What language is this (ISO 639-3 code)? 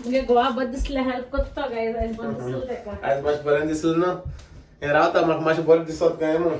kok